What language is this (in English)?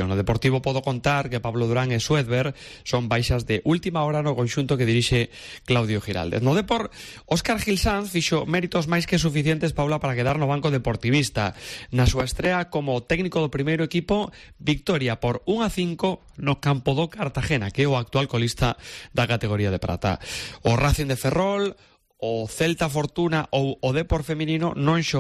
Galician